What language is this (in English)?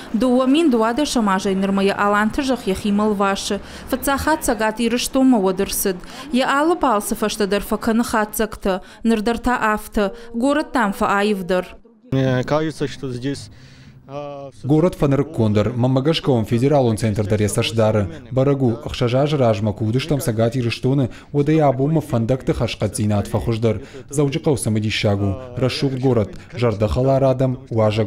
Ossetic